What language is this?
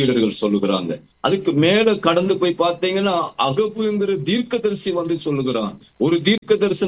Tamil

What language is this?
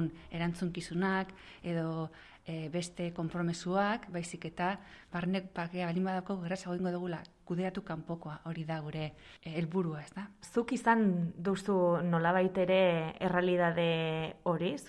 Basque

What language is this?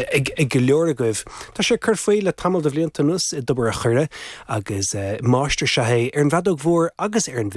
Irish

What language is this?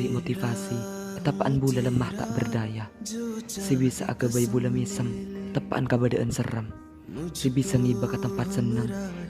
Madurese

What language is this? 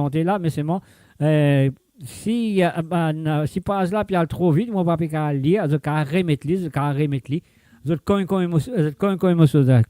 Morisyen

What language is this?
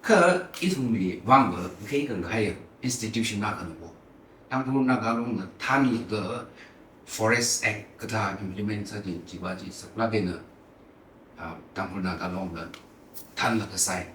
Tangkhul Naga (India)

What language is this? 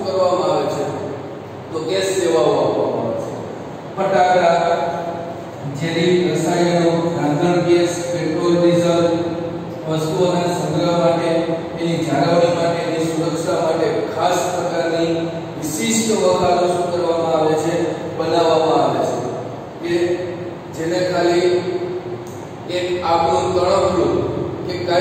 Gujarati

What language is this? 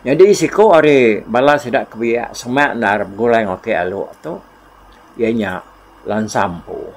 Iban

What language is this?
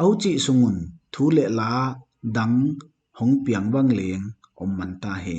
Paite Chin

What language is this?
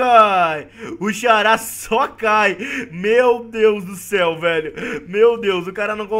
Portuguese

